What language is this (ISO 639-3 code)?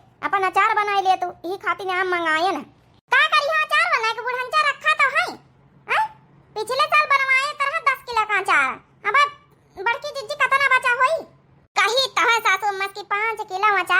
awa